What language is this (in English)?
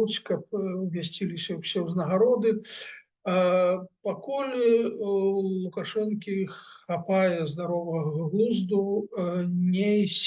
Belarusian